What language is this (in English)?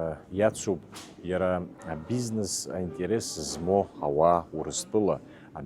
Abkhazian